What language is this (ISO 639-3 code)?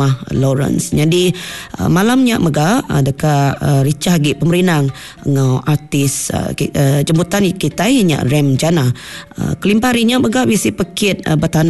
iba